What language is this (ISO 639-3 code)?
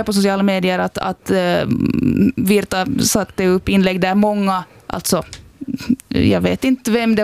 swe